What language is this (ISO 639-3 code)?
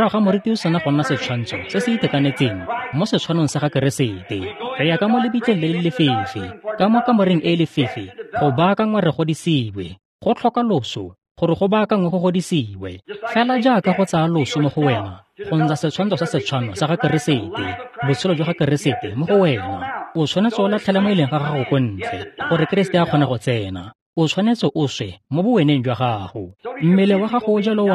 tsn